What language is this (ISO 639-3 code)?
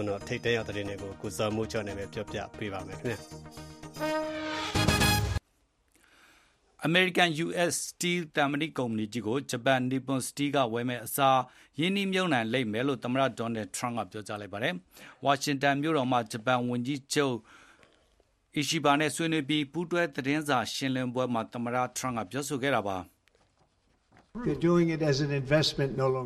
mya